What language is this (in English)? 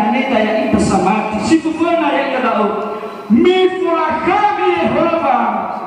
Nias